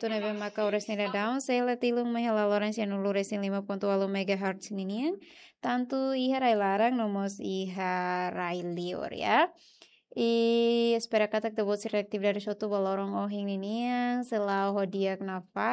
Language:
Tetum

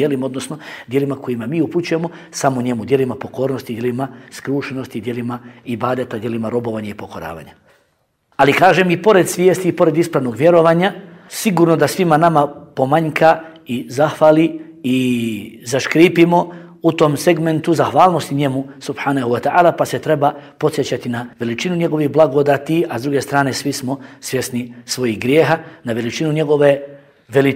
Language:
Bosnian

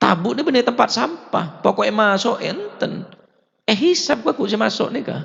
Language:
Madurese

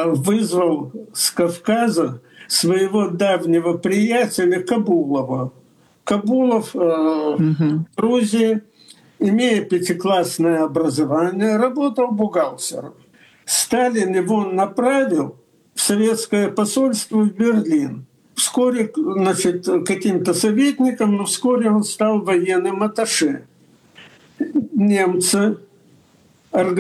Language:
Russian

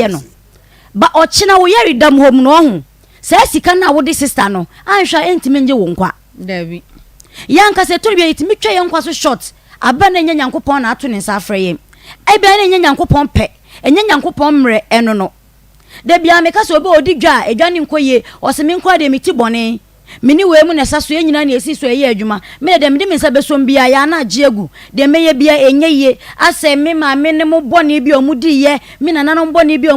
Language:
Akan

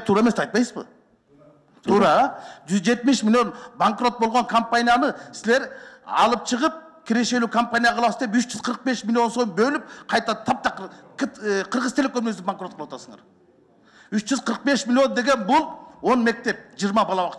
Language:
Kyrgyz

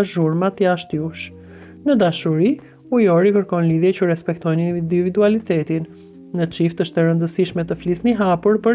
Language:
Albanian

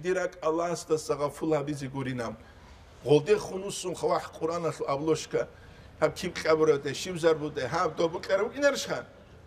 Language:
Avaric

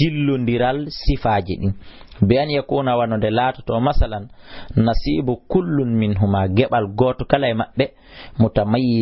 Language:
Fula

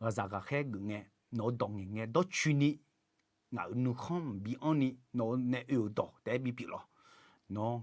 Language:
Akha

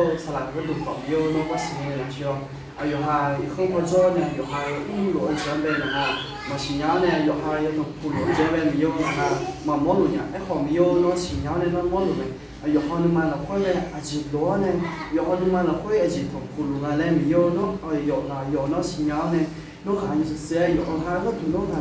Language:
Akha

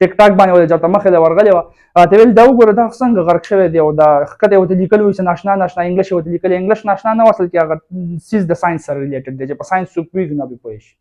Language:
Pashto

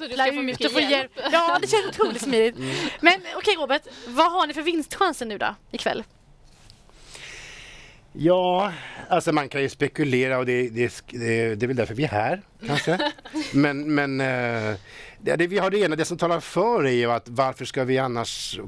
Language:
Swedish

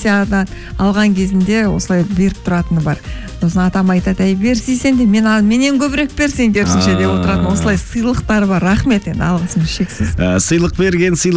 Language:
Kazakh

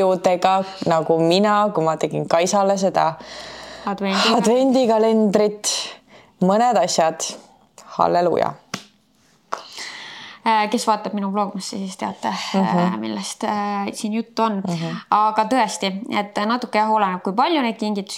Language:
Estonian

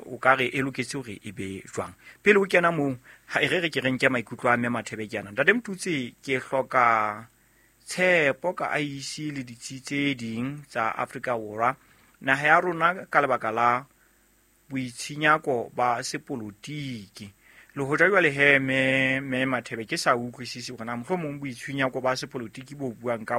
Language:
Southern Sotho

